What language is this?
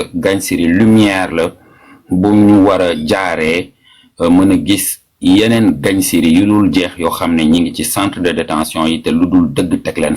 Wolof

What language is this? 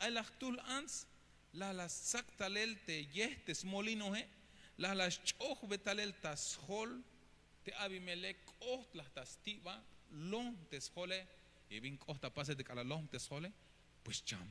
Tzeltal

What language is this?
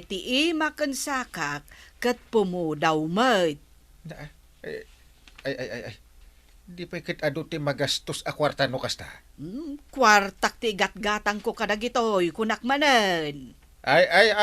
Iloko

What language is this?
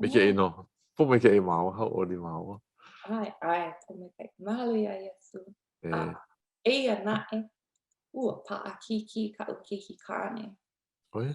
Hawaiian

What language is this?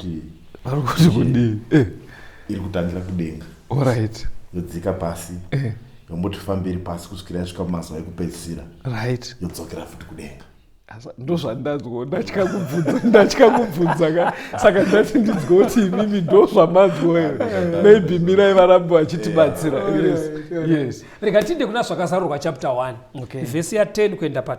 Shona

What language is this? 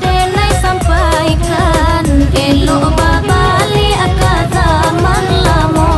Minangkabau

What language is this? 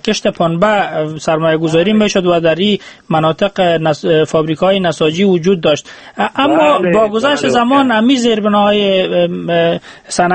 Persian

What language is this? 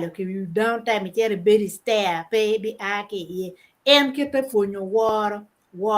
Acoli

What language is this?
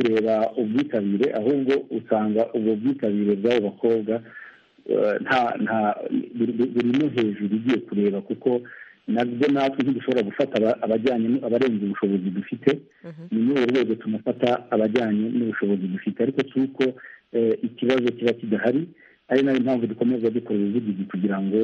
Kinyarwanda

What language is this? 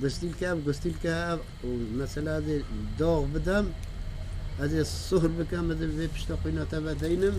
Kurdish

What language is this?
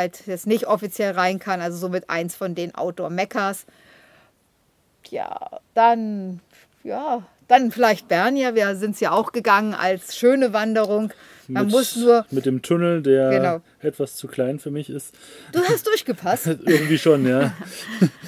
German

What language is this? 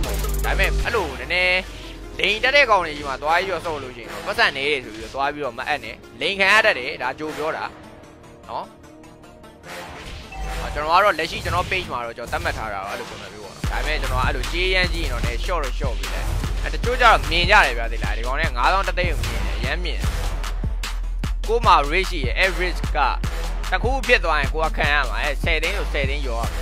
Burmese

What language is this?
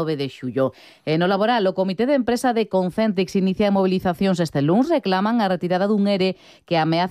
Galician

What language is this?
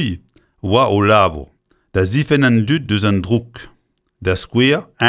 Breton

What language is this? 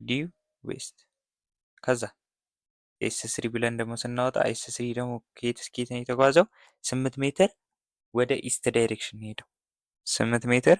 Amharic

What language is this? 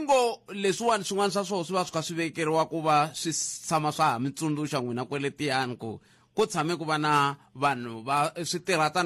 Tsonga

